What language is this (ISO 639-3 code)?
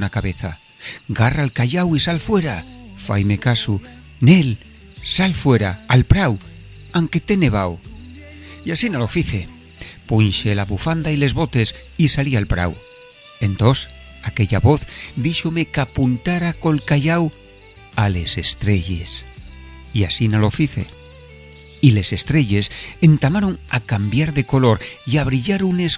ast